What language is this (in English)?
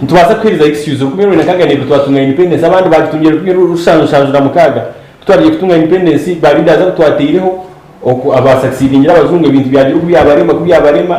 Nyankole